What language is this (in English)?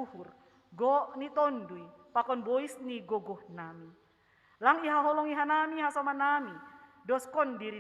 Batak Simalungun